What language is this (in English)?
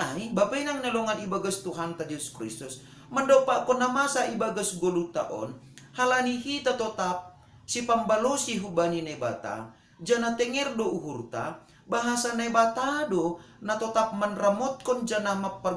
Batak Simalungun